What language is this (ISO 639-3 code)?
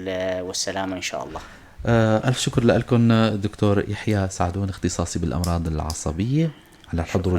apc